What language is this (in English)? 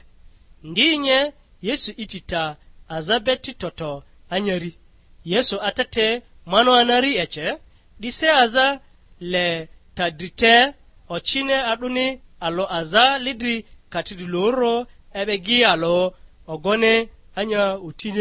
Lugbara